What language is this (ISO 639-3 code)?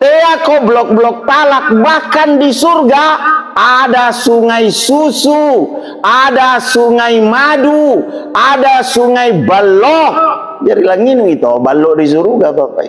mak